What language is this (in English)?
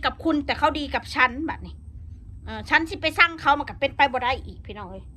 Northeastern Thai